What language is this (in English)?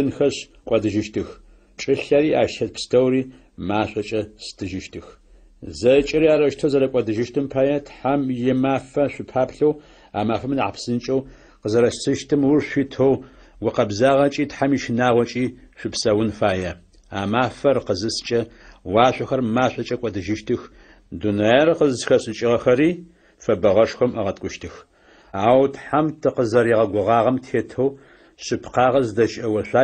Adyghe